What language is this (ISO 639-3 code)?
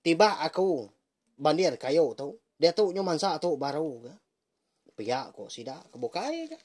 iba